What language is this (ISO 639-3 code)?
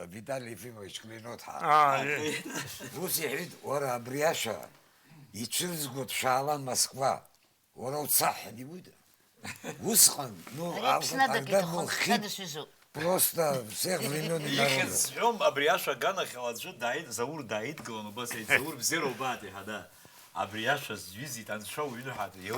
abk